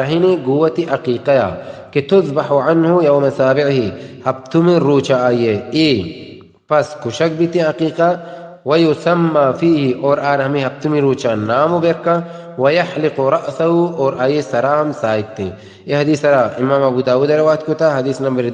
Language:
Baluchi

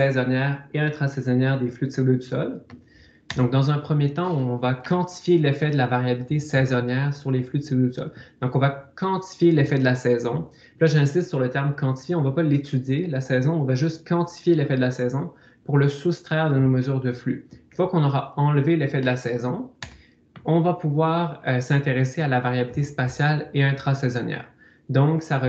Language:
French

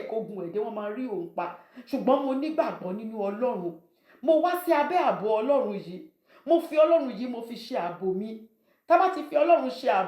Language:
Yoruba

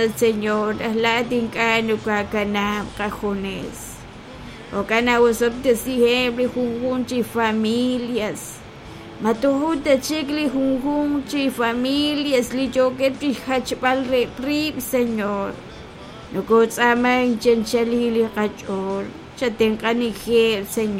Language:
Kekchí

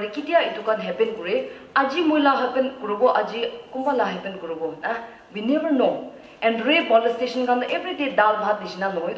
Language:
Naga Pidgin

